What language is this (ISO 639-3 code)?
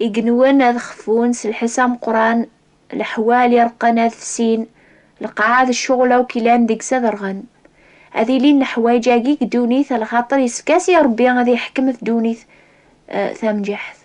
kab